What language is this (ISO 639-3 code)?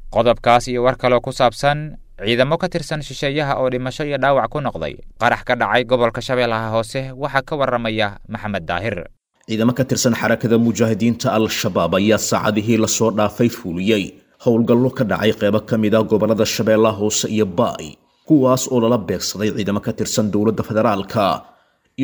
som